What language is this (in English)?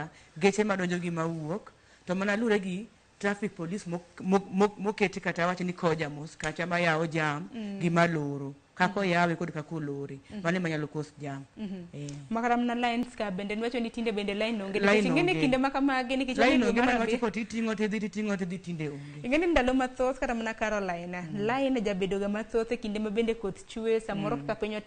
Luo (Kenya and Tanzania)